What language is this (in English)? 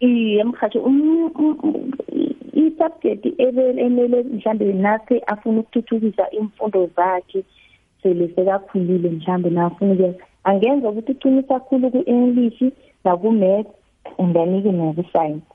South Ndebele